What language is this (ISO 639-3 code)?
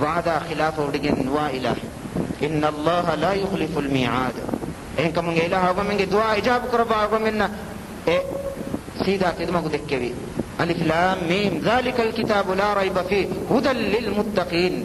div